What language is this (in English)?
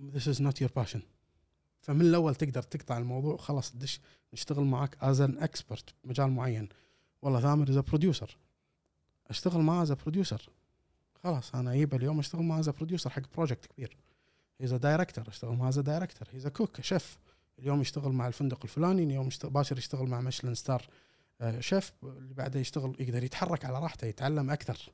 Gulf Arabic